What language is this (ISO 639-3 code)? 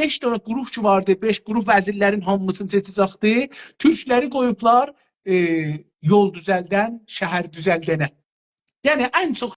azb